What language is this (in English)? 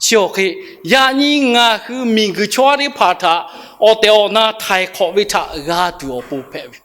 Lahu